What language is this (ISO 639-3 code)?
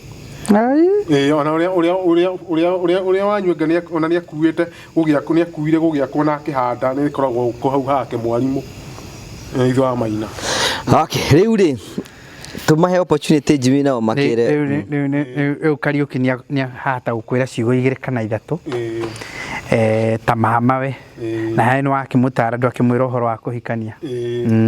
kik